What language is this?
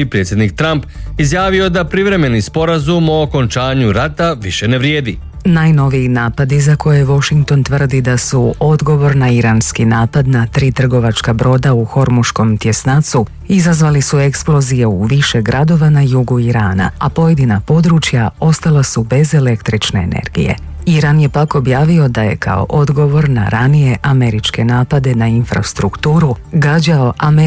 Croatian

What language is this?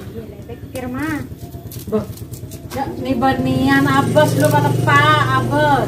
Madurese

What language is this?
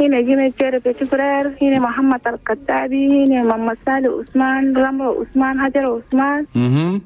Chadian Arabic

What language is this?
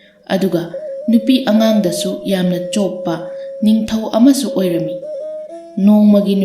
Manipuri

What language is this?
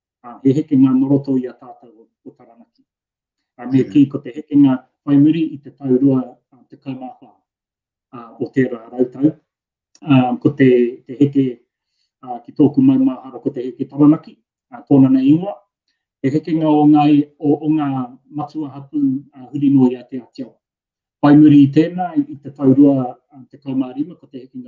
Māori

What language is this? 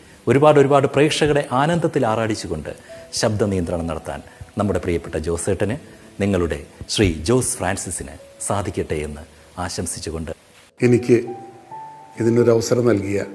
Malayalam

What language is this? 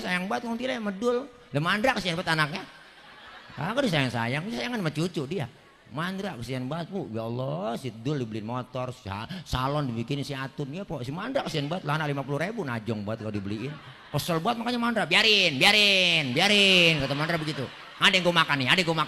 Betawi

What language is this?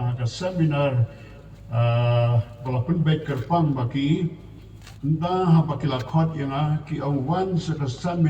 Khasi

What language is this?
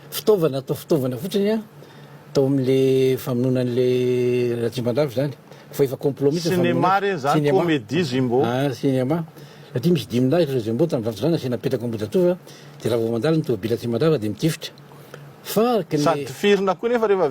Malagasy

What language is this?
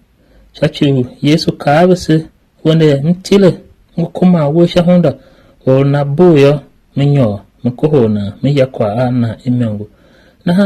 Tiv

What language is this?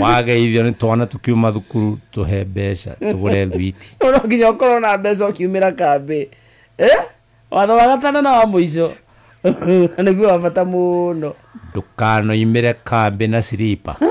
Kikuyu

